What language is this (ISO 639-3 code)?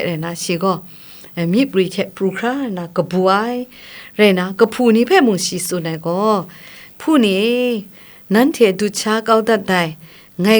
kac